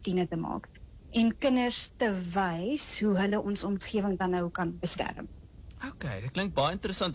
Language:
Afrikaans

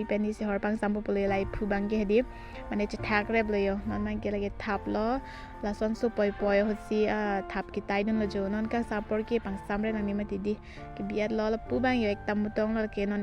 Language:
Karbi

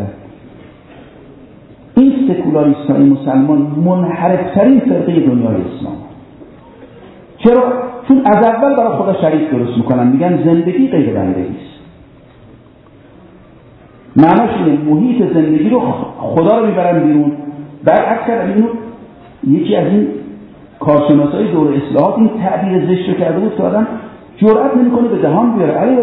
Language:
Persian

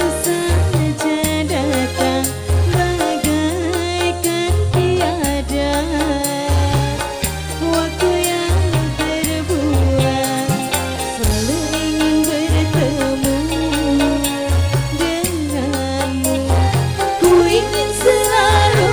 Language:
Indonesian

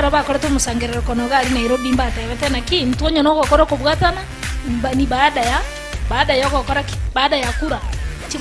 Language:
Gusii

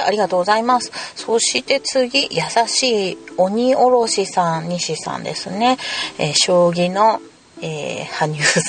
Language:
Japanese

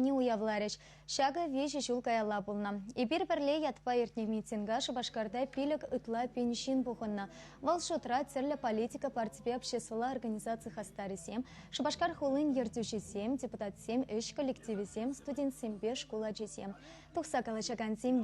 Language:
Chuvash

